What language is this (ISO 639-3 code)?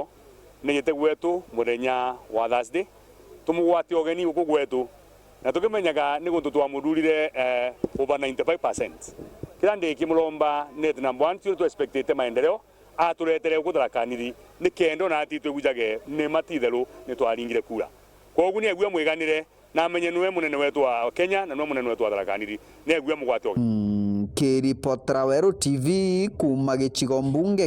mer